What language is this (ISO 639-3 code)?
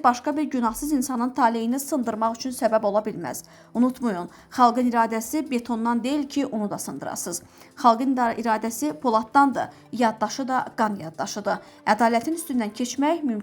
aze